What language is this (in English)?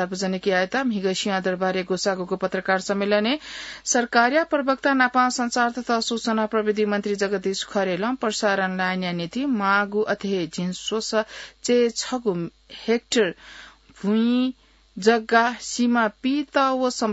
Newari